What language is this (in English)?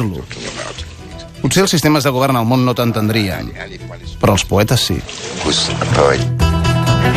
Catalan